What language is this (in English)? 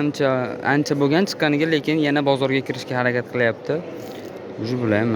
Uzbek